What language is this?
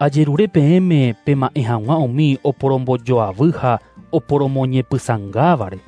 Guarani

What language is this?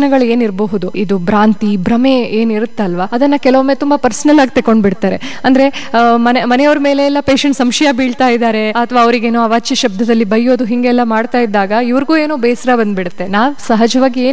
Kannada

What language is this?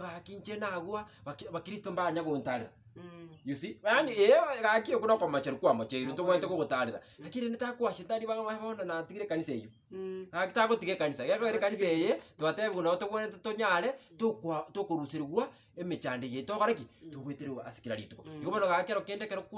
Gusii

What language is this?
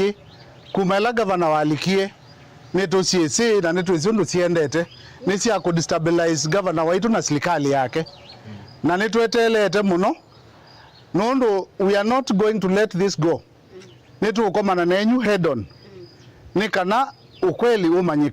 Kamba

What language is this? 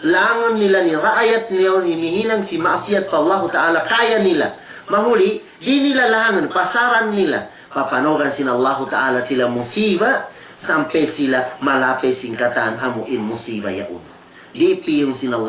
Tausug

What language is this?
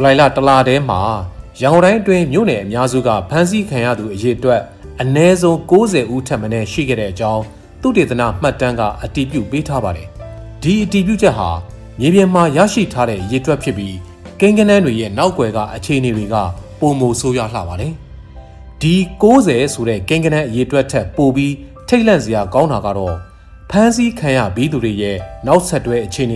Burmese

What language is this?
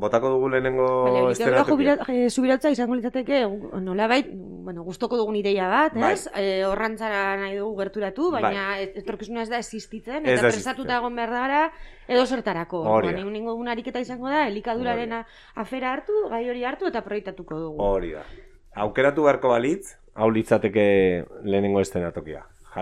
Basque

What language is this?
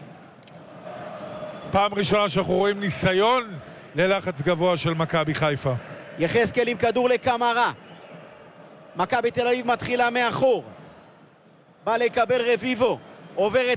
Hebrew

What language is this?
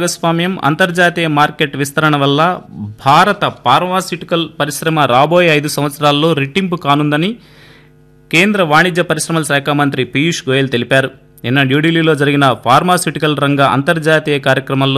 Telugu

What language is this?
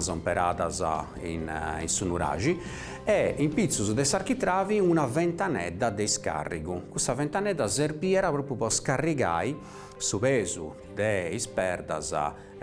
Sardinian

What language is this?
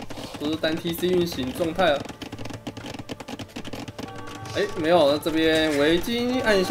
Chinese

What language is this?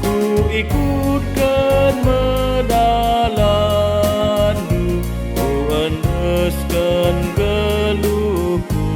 Batak Karo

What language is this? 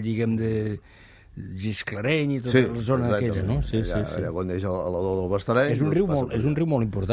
Catalan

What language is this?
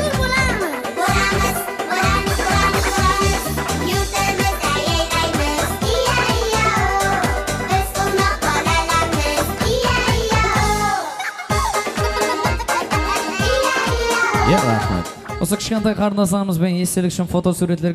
Kara-Kalpak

